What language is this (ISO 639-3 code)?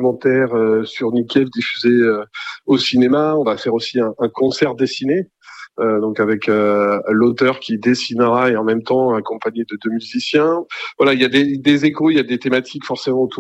fra